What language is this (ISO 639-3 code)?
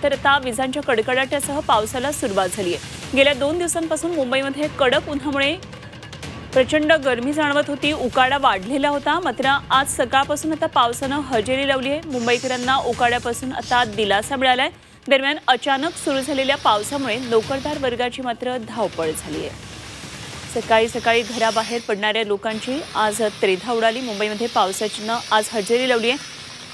mar